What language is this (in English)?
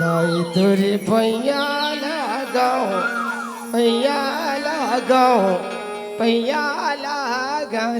Chhattisgarhi